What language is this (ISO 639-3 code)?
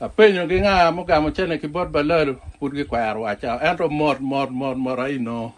ach